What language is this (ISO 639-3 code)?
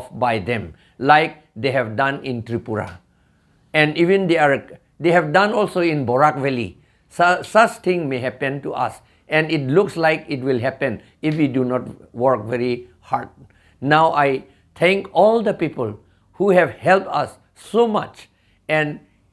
mjw